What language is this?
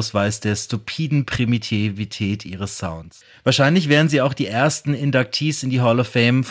German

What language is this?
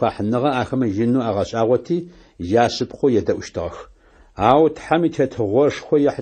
Adyghe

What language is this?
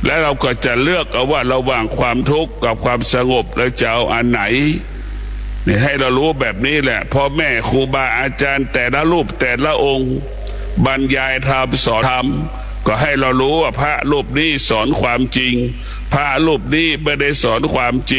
Thai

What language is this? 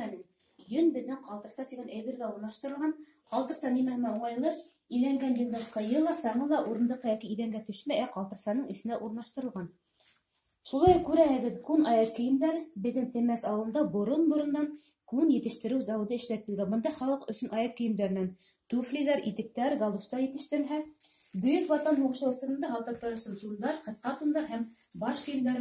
Bashkir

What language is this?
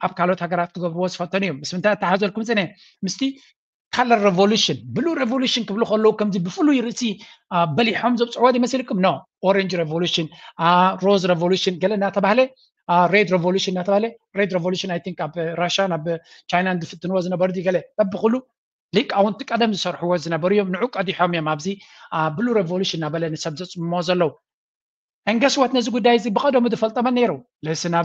Tigrinya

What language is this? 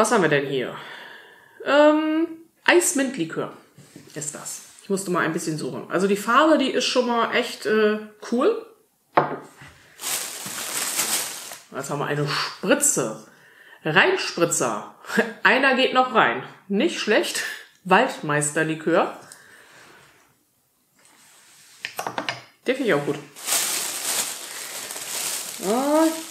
German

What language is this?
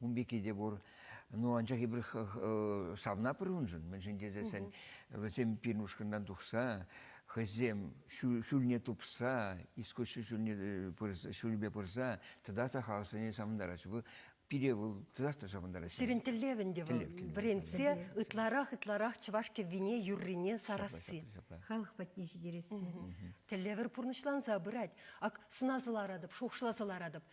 Chuvash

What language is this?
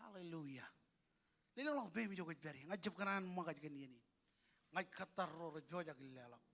Marshallese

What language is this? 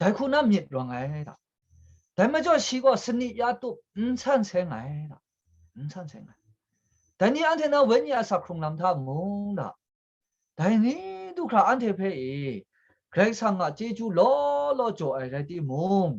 Kachin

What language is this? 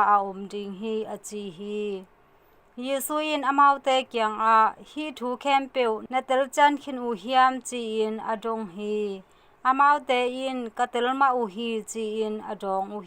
Tedim Chin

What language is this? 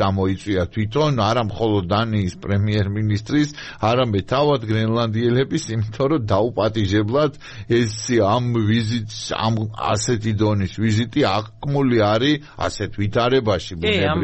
Georgian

